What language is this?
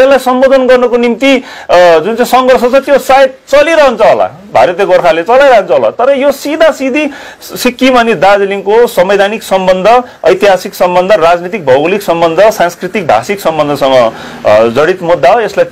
Nepali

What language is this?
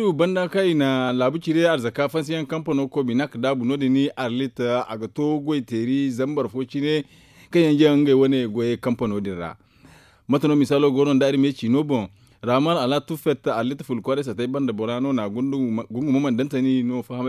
Zarma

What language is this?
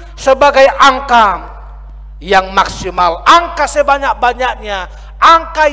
Batak Toba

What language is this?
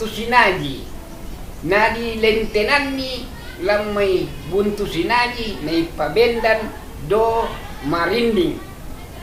Toraja-Sa'dan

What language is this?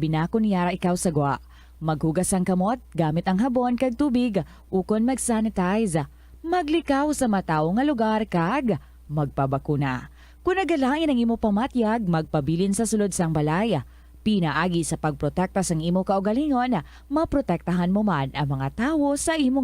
Hiligaynon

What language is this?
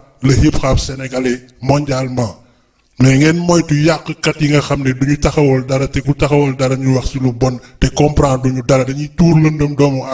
Wolof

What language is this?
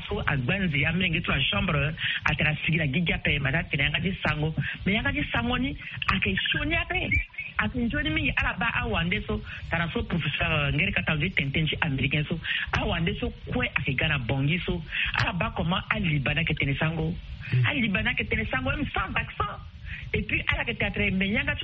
Sango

